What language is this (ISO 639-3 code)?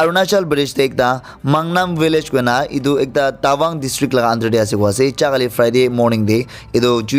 nag